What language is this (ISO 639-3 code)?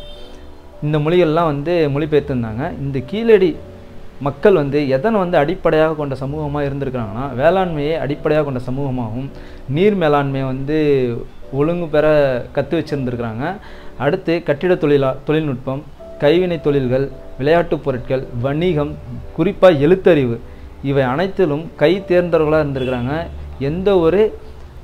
tam